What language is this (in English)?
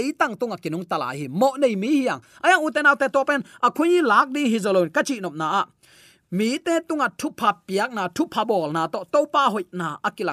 Tedim Chin